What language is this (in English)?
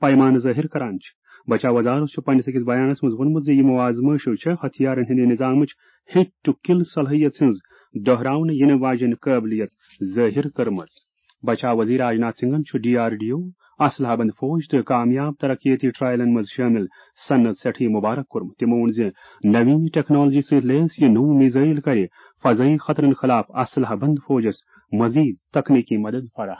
Kashmiri